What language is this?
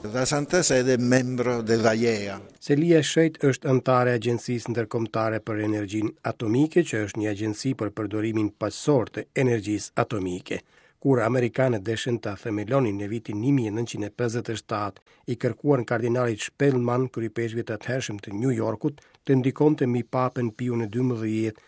Albanian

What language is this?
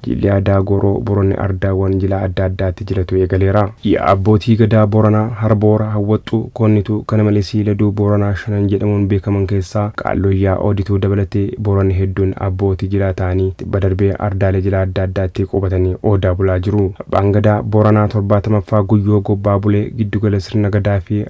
Oromo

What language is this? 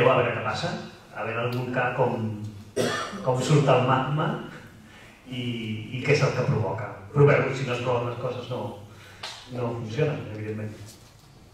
Catalan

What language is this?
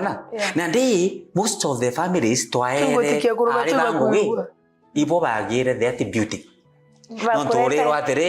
Meru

